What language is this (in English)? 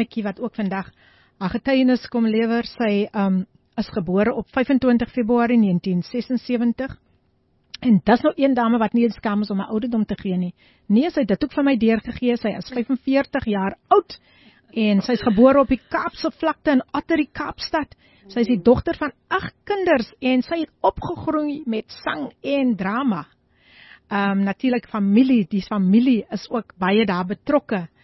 Afrikaans